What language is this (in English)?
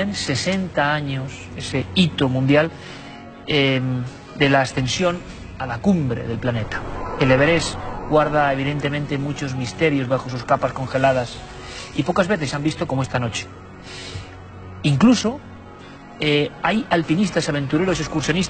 Spanish